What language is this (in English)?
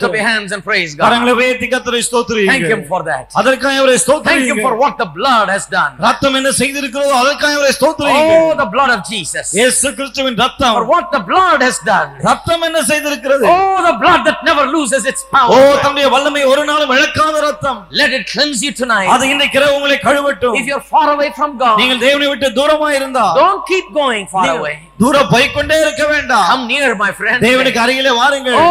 Tamil